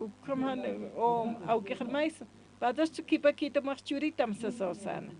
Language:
Aymara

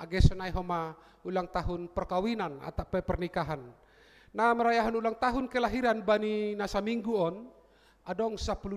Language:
Batak Simalungun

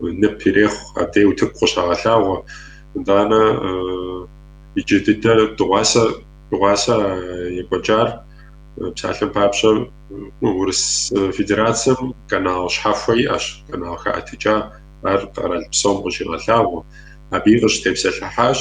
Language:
Kabardian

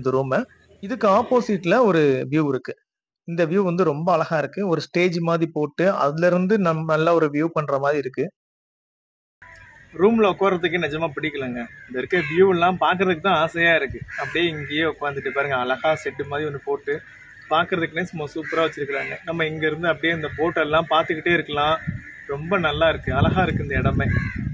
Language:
Tamil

